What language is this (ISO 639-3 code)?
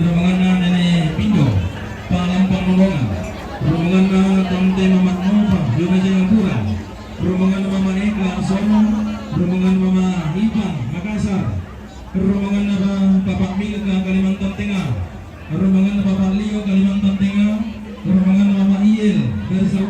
sda